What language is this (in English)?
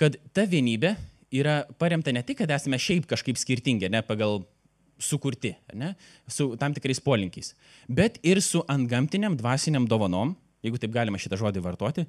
Lithuanian